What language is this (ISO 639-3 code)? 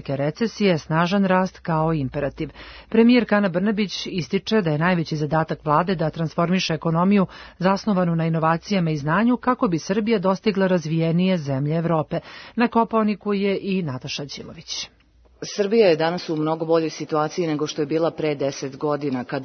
srp